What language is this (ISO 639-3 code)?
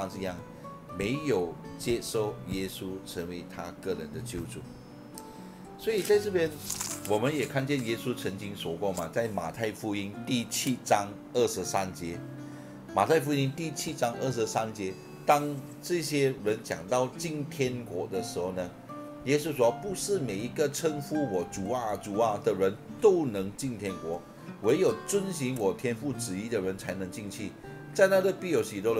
zho